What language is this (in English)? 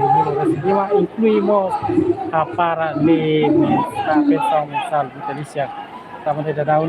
Tetum